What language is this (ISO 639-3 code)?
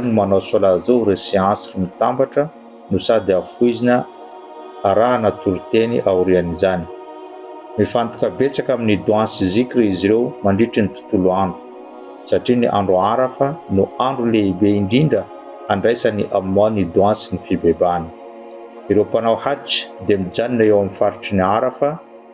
mlg